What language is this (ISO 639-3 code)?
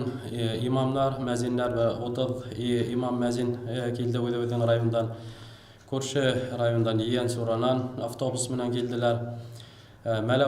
bak